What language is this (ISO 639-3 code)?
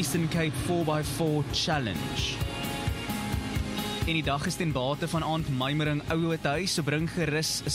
afr